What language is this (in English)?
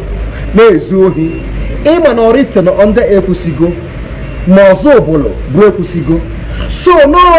Igbo